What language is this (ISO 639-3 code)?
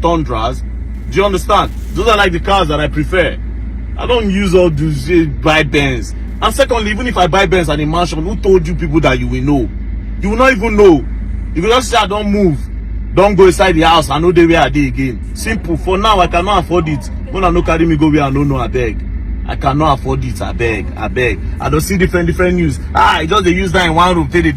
pcm